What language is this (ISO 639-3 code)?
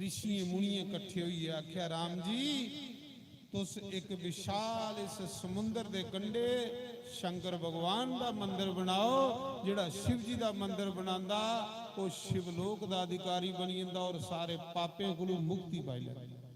doi